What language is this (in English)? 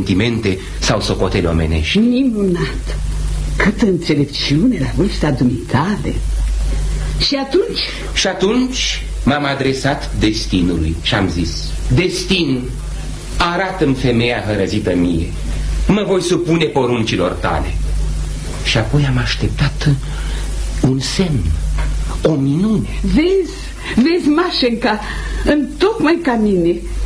Romanian